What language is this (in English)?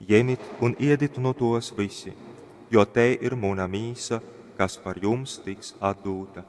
Latgalian